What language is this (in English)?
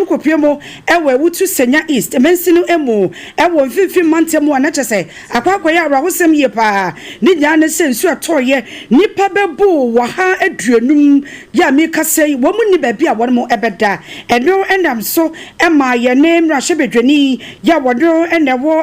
Akan